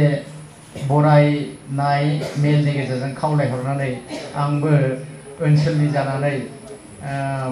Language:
Bodo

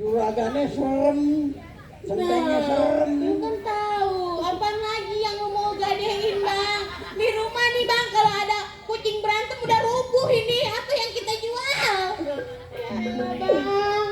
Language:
Betawi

